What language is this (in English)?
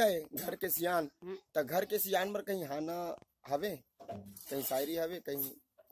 Chhattisgarhi